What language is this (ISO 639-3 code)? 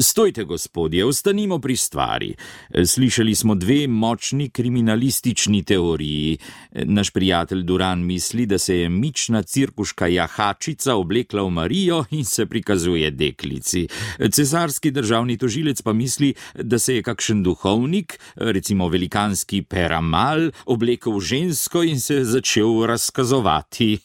slv